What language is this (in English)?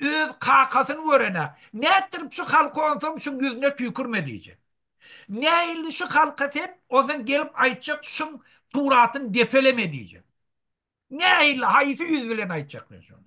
Turkmen